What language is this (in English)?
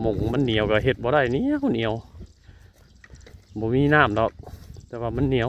Northeastern Thai